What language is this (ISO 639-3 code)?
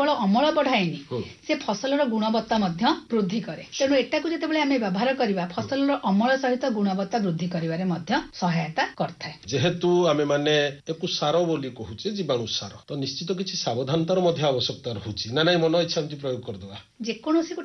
ori